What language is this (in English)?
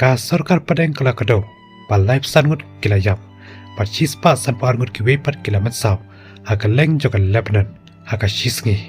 Khasi